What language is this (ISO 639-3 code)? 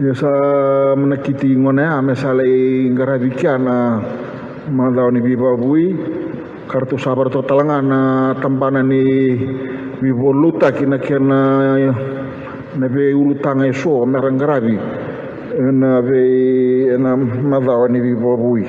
fij